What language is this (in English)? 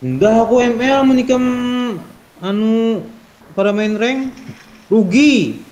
Banjar